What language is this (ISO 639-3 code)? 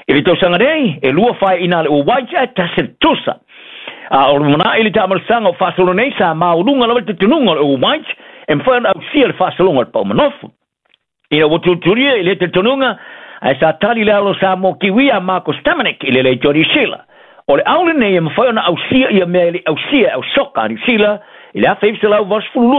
smo